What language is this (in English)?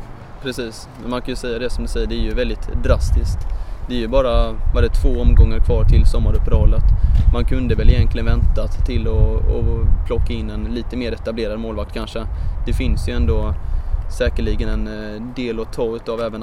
Swedish